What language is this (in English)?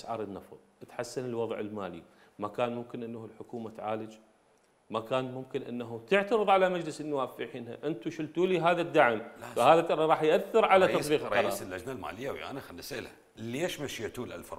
Mesopotamian Arabic